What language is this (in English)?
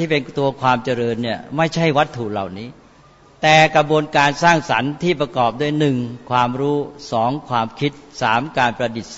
Thai